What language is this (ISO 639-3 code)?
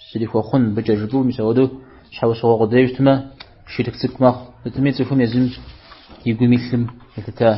kbd